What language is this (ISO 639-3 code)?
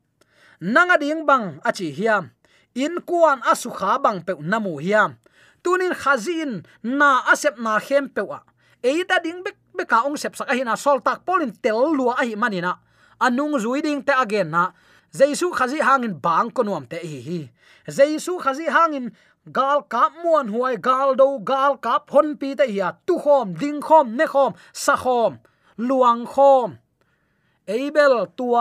ctd